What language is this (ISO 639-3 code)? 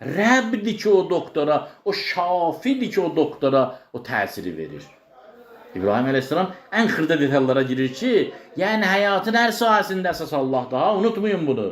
aze